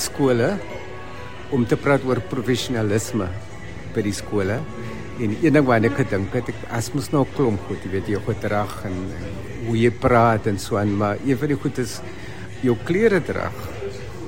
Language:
Afrikaans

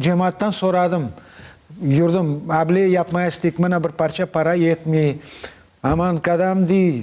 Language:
Crimean Tatar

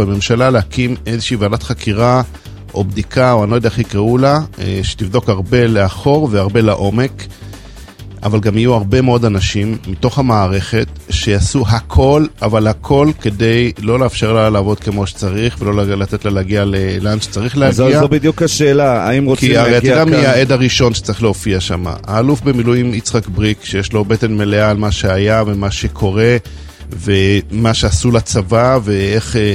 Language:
Hebrew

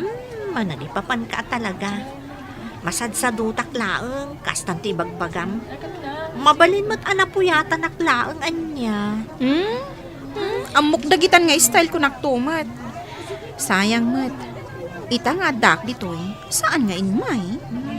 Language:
Iloko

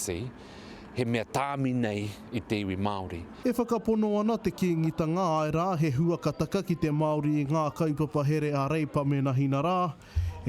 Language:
Māori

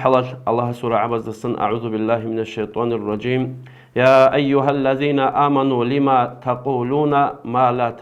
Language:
Avaric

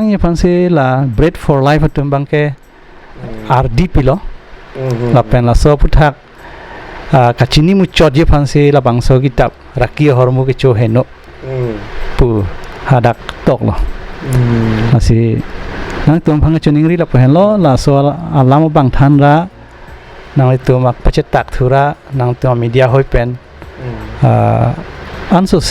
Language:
Karbi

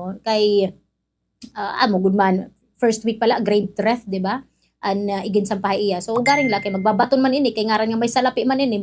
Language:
Waray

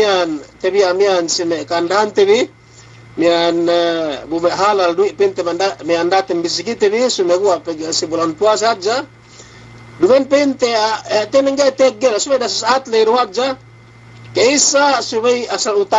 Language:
Yakan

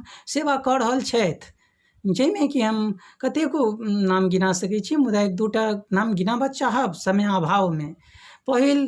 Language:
Maithili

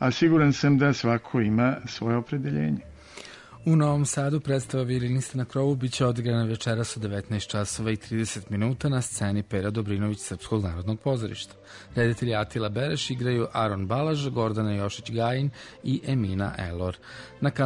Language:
Serbian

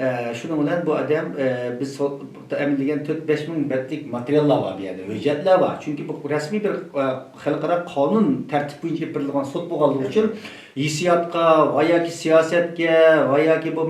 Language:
Uyghur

